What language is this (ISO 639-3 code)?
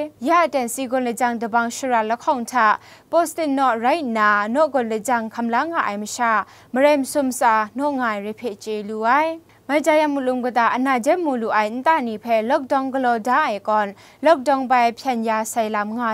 kac